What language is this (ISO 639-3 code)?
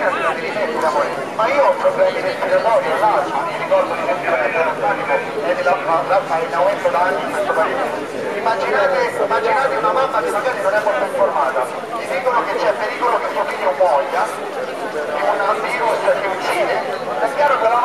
ita